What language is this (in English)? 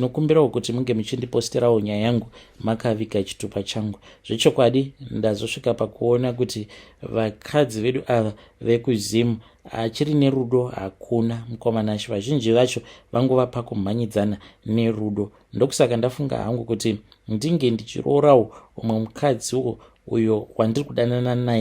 Shona